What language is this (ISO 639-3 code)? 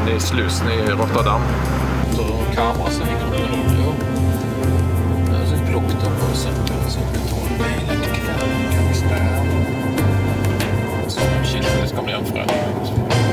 nor